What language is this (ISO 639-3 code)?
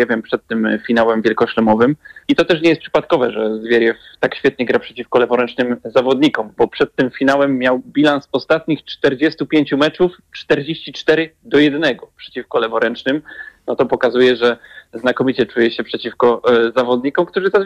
pol